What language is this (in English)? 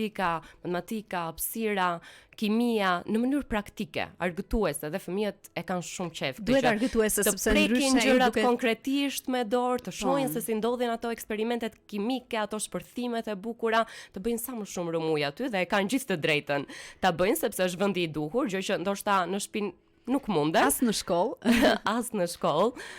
Albanian